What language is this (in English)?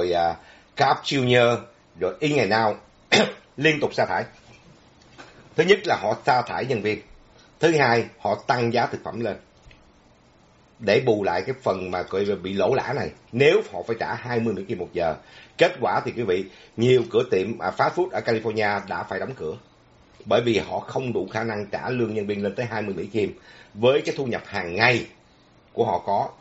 Vietnamese